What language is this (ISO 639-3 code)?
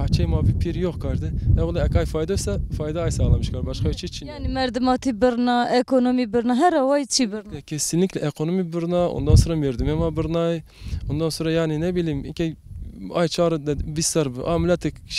zza